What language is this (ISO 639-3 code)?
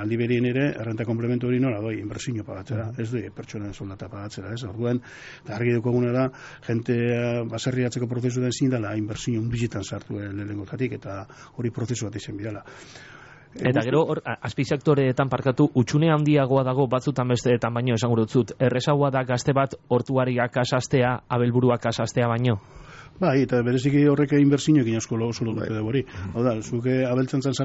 eus